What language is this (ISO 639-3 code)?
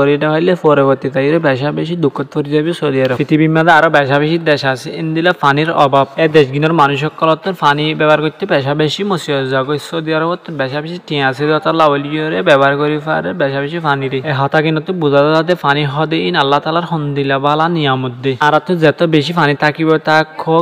rhg